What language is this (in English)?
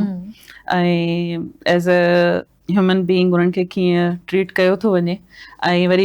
Sindhi